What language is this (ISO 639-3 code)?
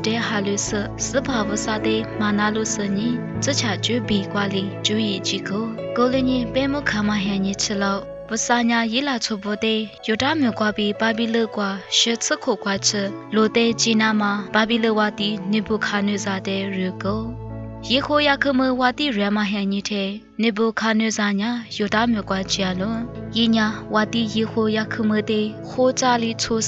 lis